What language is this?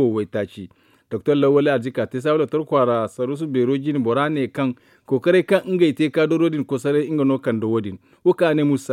Zarma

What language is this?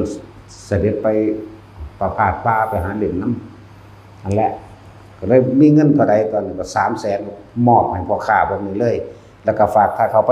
Northeastern Thai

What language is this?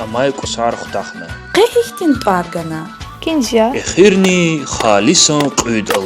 Lezghian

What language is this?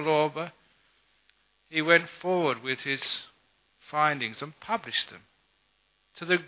English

